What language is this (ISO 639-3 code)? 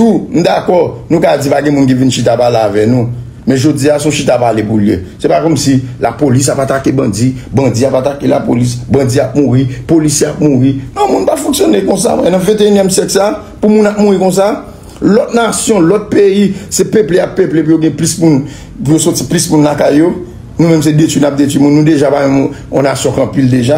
hat